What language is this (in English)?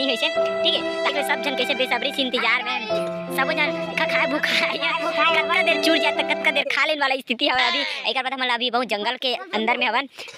Chhattisgarhi